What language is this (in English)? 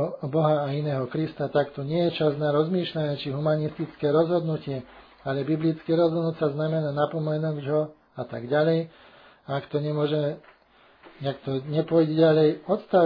Slovak